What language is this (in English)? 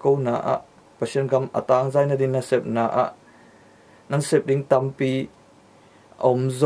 Tedim Chin